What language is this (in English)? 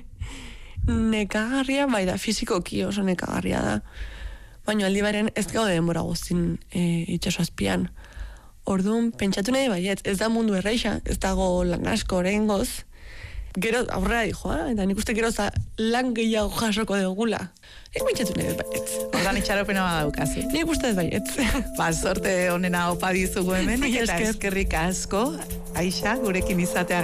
Basque